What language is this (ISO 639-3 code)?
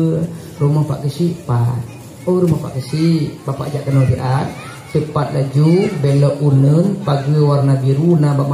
ace